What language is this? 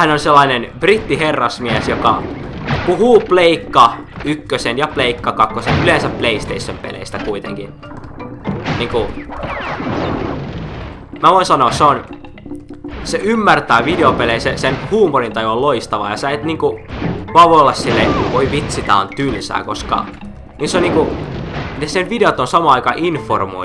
Finnish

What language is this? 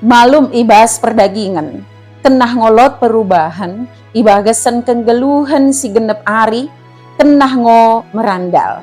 Batak Dairi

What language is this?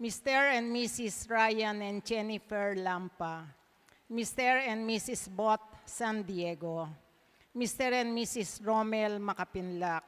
Pampanga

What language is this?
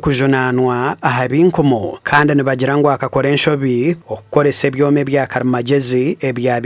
Nyankole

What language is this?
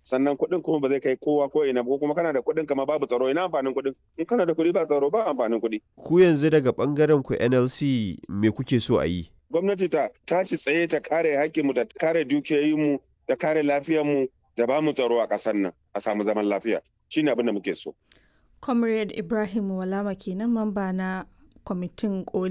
Hausa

